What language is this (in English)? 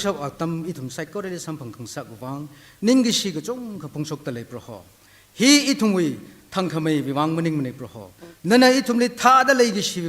Tangkhul Naga (India)